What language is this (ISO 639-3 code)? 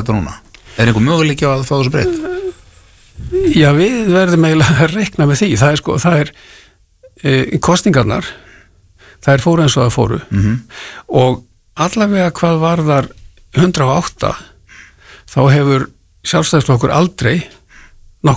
isl